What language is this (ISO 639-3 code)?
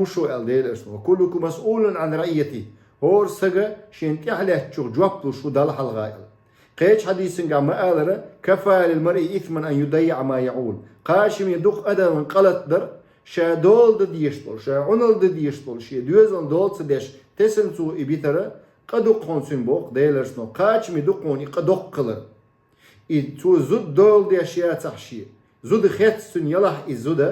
che